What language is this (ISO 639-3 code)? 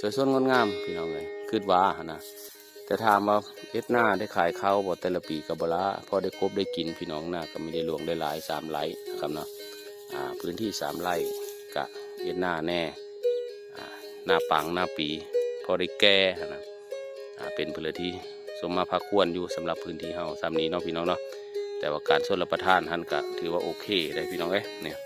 tts